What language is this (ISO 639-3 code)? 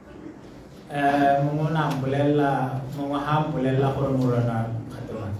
tsn